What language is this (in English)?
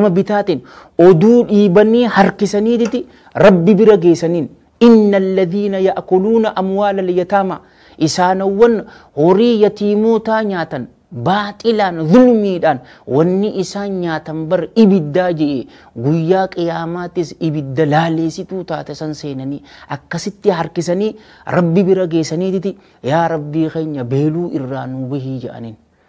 Oromo